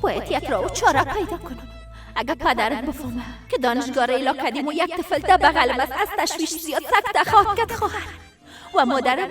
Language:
Persian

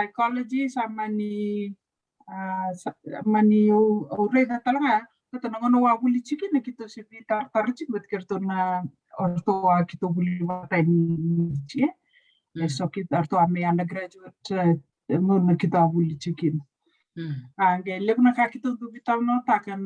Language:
Fijian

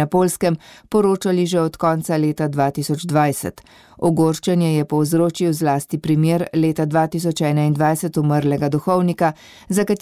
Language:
Slovenian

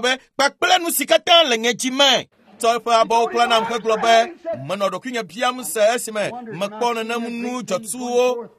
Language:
Ewe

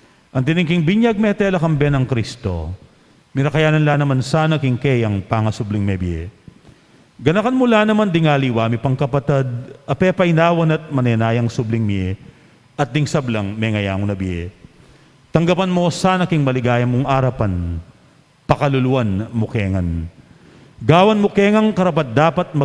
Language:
Pampanga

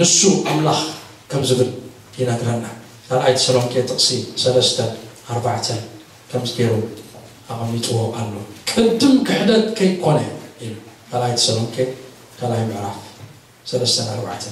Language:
Tigrinya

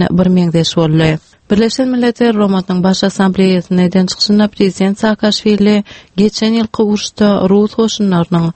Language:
Turkmen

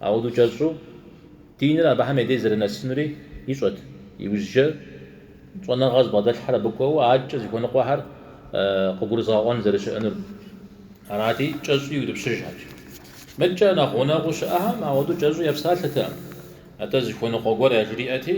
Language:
Kabardian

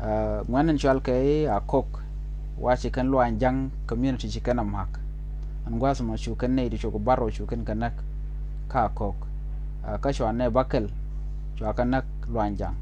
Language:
Nuer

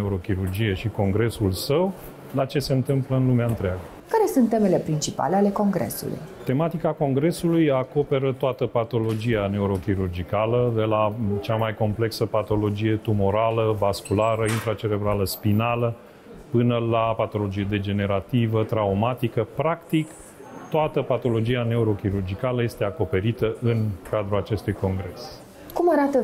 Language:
Romanian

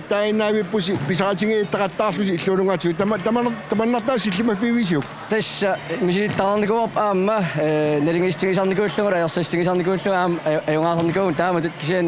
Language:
Kalaallisut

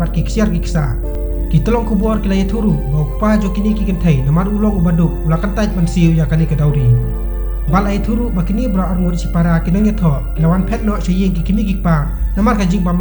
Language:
Khasi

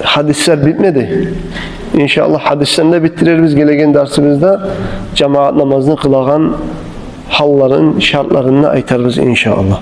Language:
Kumyk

